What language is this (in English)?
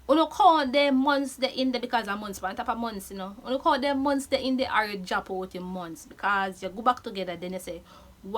Jamaican Creole English